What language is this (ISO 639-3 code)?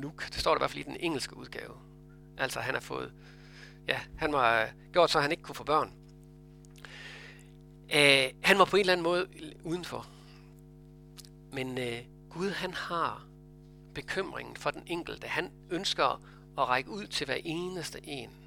dan